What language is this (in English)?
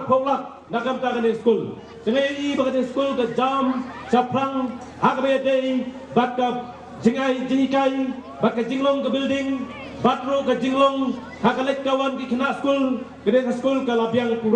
Khasi